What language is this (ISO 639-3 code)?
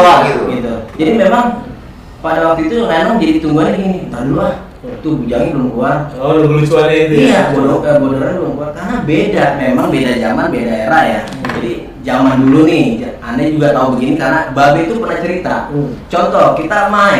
bew